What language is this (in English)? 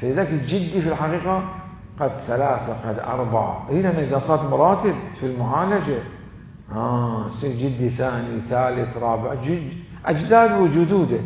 Mesopotamian Arabic